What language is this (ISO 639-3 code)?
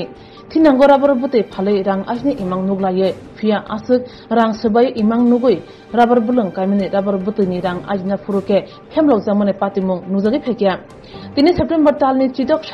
trp